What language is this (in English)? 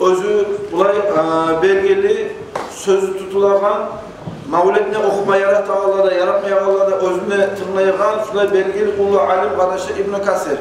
Kumyk